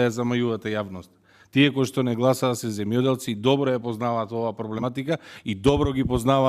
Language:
Macedonian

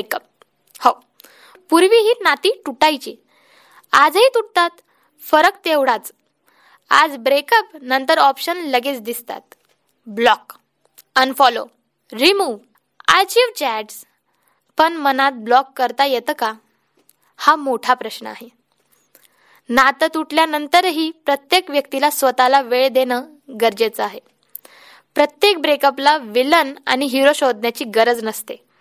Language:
Marathi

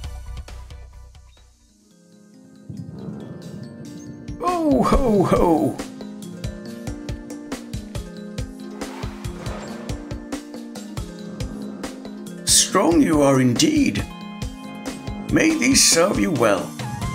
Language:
English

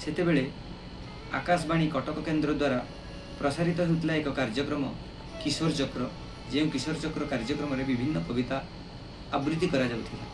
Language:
Odia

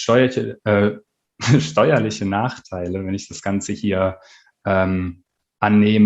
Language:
German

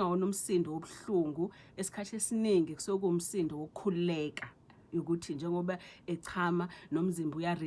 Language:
Zulu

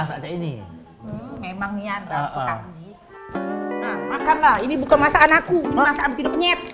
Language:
Musi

